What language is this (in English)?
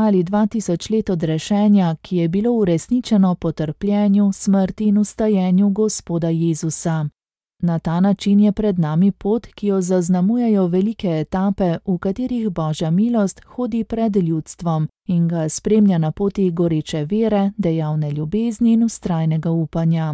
Slovenian